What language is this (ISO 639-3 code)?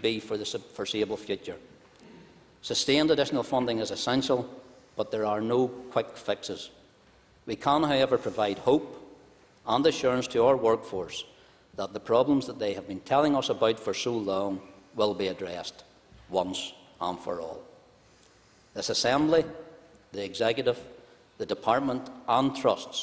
eng